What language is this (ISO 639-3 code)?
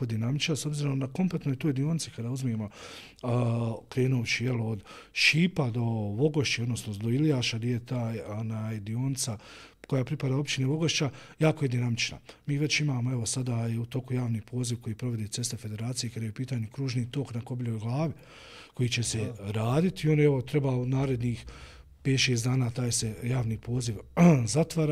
bos